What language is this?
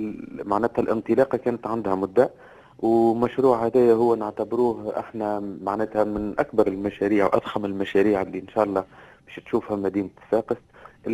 Tunisian Arabic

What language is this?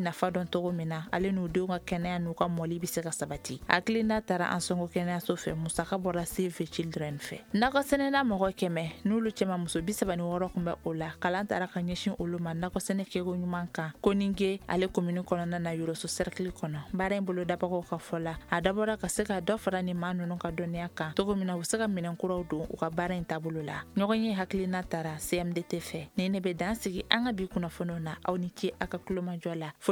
Bambara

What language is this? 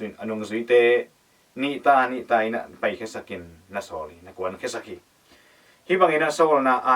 Tedim Chin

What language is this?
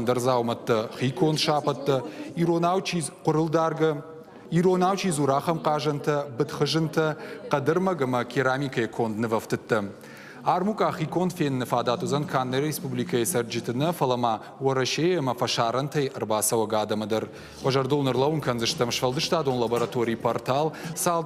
Ossetic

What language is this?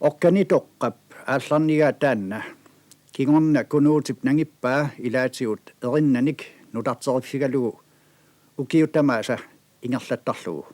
Kalaallisut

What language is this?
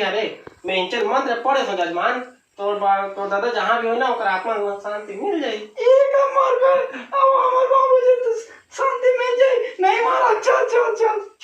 Chhattisgarhi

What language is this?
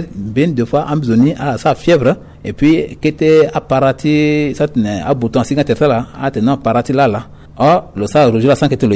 Sango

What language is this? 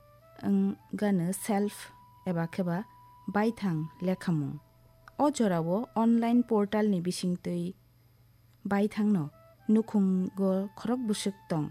Kok Borok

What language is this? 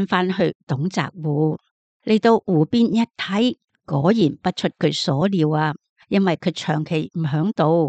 Cantonese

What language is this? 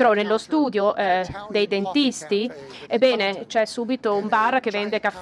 Italian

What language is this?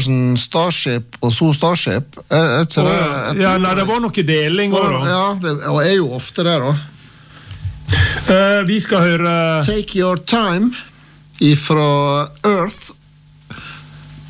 Norwegian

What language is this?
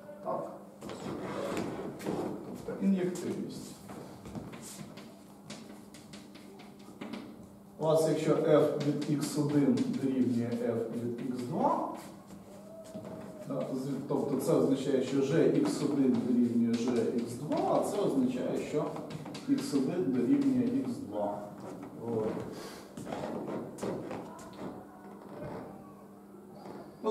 Ukrainian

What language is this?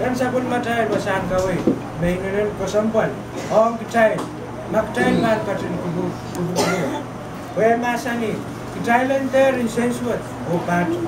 Pohnpeian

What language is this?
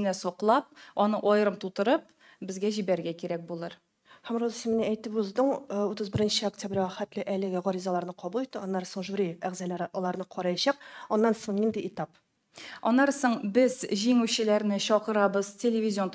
Tatar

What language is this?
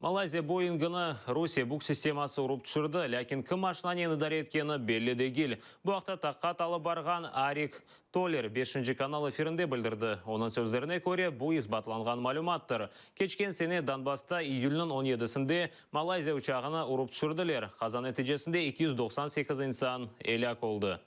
Crimean Tatar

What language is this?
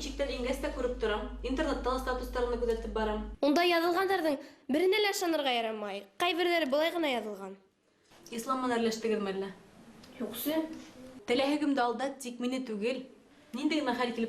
Bashkir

